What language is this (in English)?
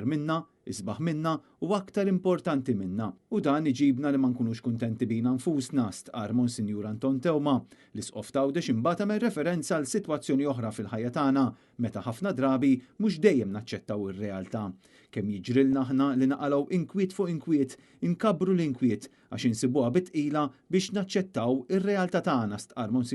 Maltese